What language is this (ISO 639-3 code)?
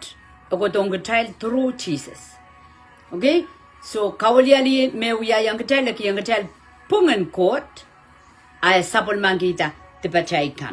pon